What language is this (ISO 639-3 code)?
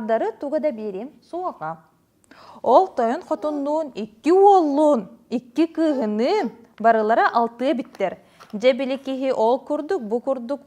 sah